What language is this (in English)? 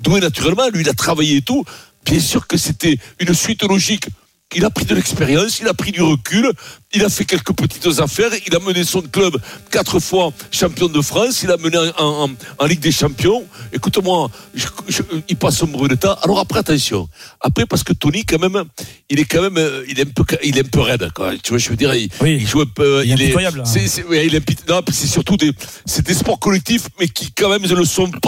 French